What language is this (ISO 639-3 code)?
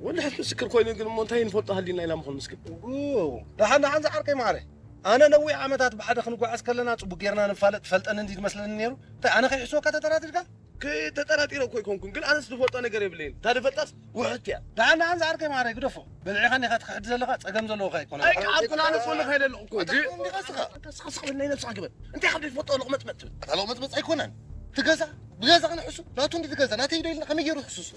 tir